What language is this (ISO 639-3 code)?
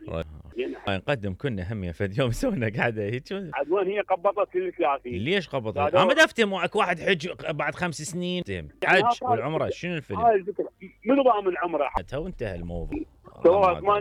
acm